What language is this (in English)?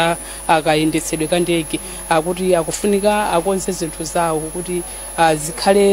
Nyanja